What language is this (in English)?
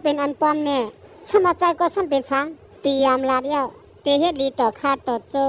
Shan